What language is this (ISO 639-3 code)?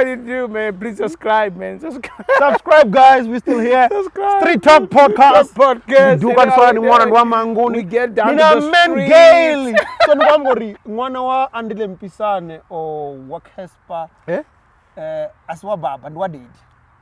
ven